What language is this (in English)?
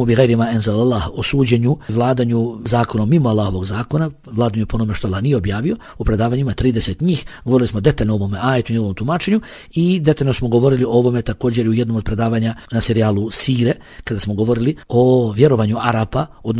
Bosnian